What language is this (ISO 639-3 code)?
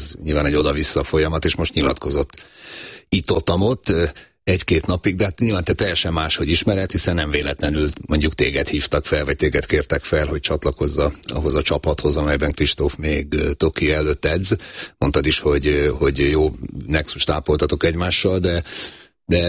hun